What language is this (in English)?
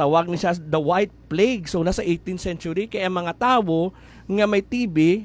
Hiligaynon